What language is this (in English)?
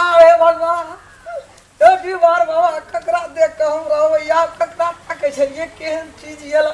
Maithili